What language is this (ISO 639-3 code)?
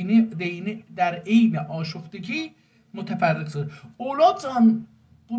azb